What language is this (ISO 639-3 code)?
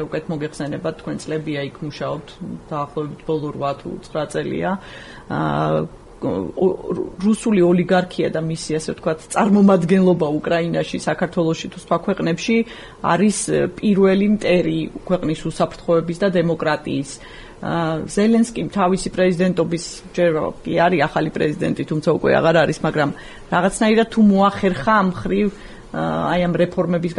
kat